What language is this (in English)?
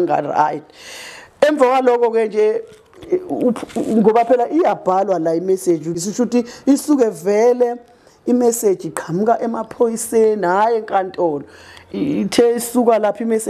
Zulu